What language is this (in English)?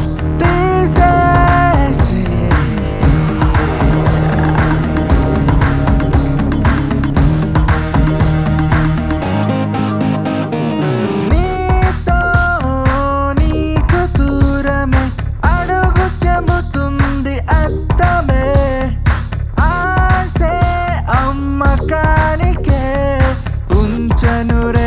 Telugu